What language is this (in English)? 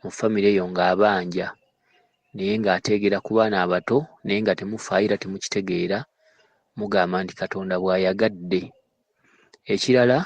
Ganda